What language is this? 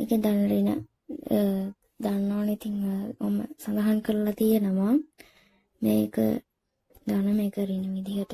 Sinhala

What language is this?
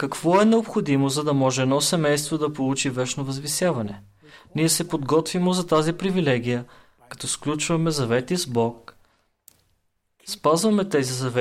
Bulgarian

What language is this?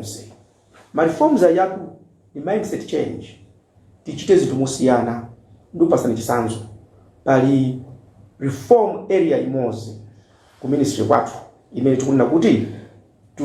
Nyanja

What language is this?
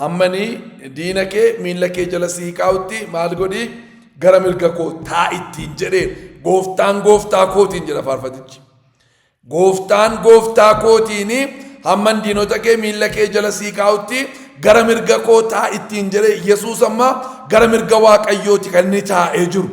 Oromo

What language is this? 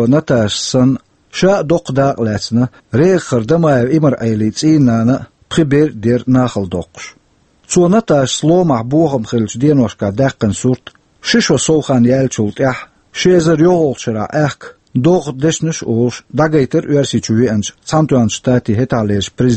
Chechen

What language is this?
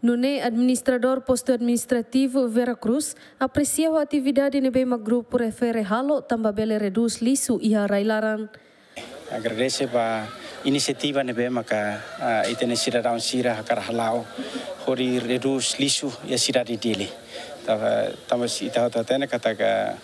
Tetum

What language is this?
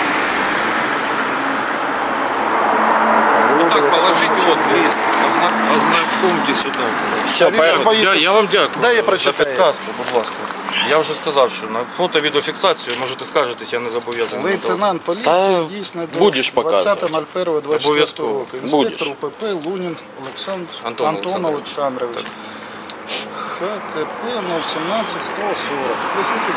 Ukrainian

